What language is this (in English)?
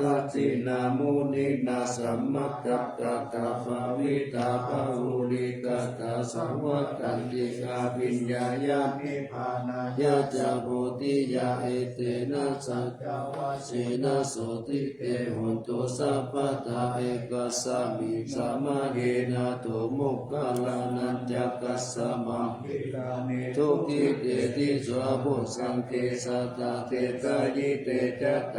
Pali